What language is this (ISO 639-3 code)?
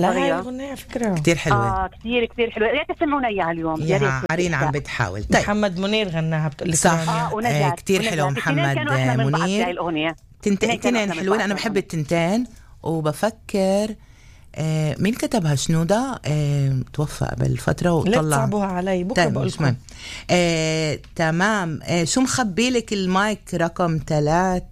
apc